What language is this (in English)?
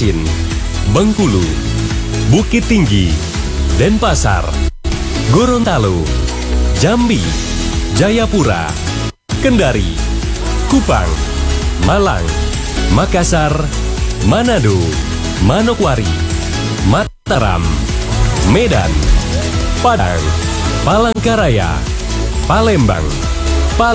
Indonesian